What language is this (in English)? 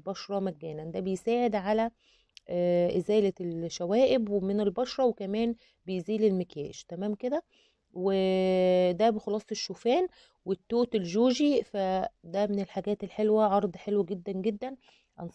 Egyptian Arabic